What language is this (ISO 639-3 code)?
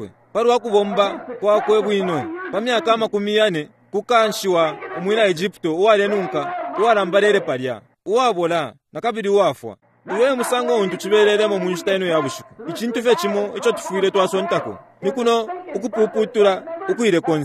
bem